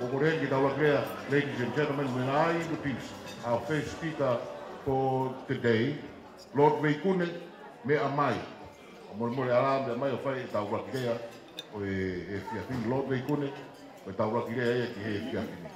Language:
Tongan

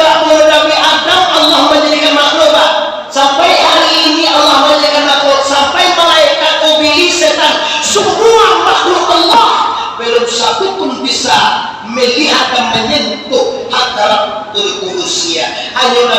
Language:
Minangkabau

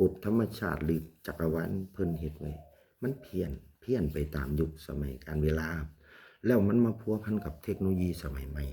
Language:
Lao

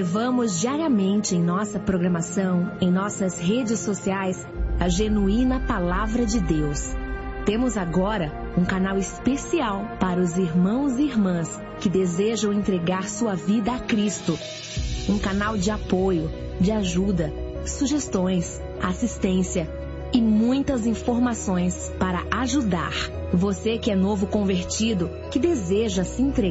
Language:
Portuguese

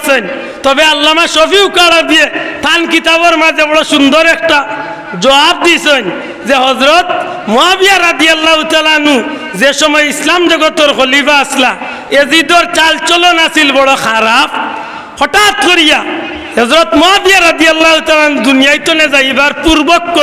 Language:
Sylheti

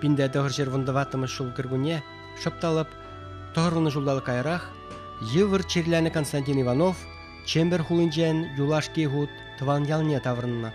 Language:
Chuvash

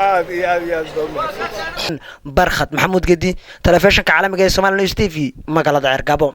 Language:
Somali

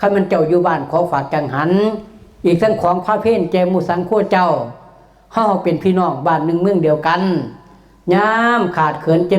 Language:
Northeastern Thai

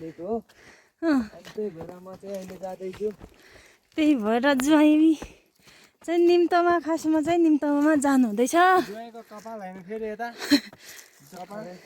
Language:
Nepali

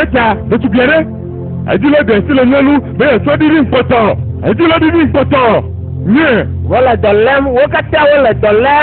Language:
Ewe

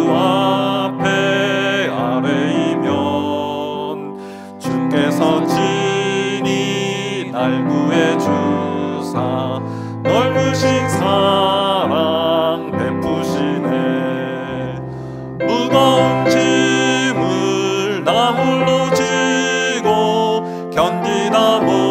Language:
Korean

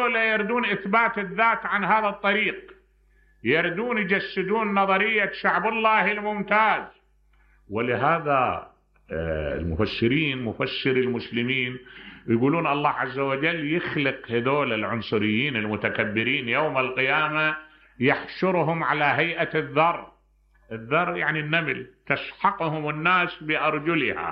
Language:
Mesopotamian Arabic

